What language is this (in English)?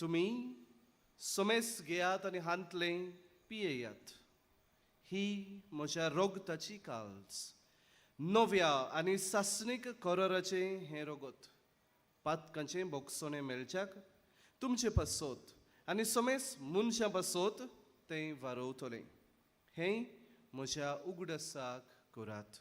Konkani